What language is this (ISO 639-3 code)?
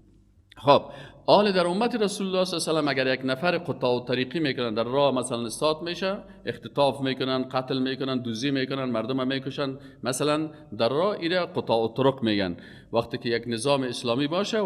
fas